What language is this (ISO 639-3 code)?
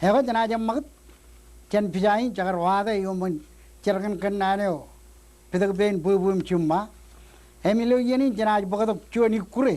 mah